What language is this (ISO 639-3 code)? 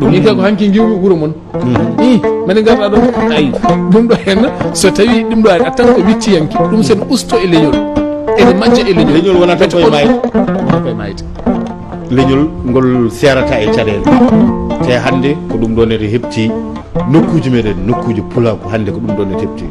ful